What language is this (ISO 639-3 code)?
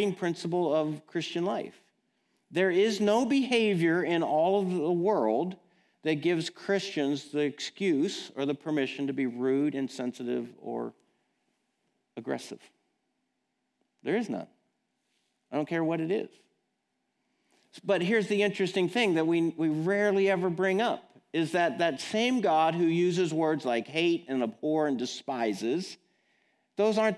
eng